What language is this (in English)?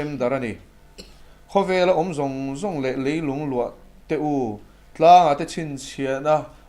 Mizo